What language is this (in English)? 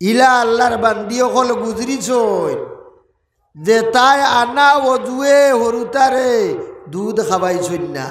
Sylheti